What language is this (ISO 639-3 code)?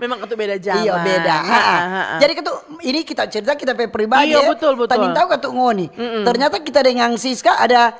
xmm